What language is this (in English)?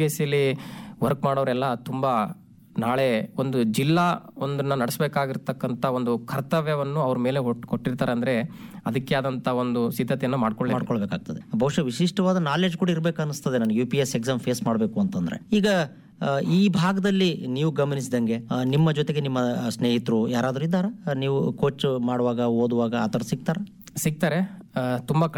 Kannada